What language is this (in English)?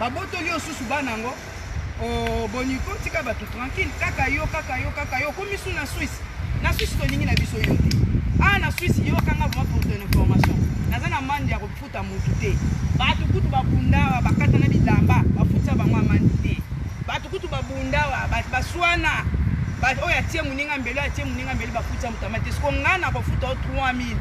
Lingala